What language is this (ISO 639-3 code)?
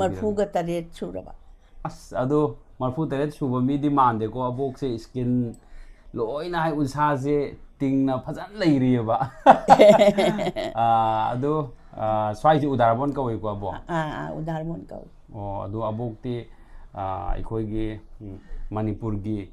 mni